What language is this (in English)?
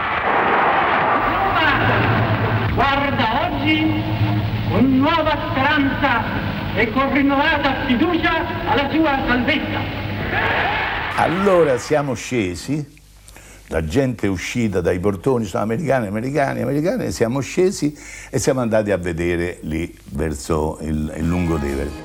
Italian